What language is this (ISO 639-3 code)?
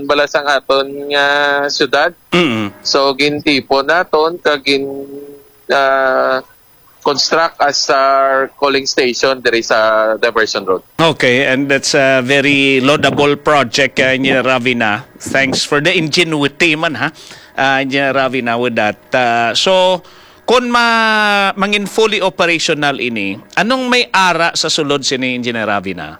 hil